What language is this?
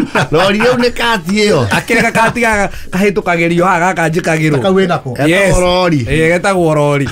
Kikuyu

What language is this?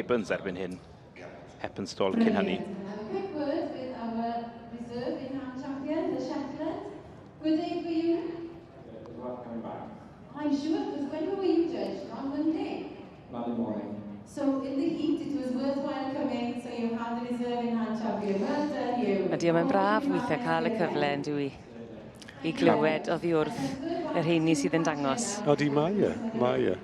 Welsh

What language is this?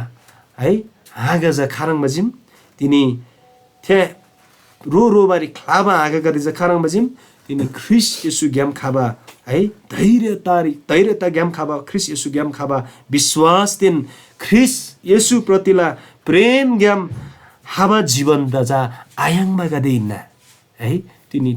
Eastern Tamang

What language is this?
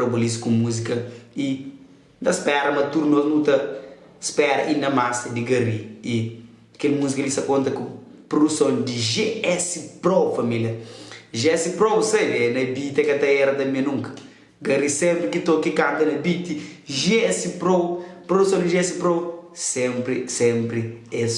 Kabuverdianu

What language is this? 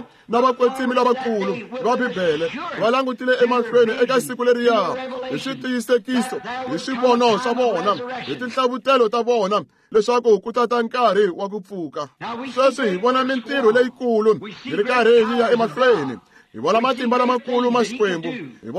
Tsonga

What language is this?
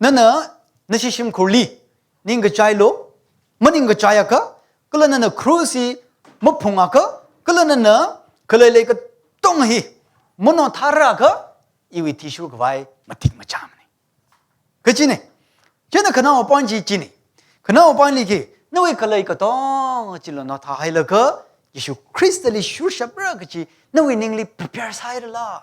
Tangkhul Naga (India)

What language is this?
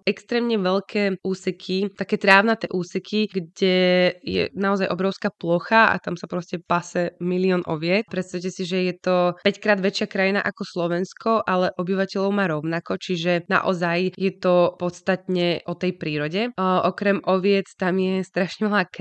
Slovak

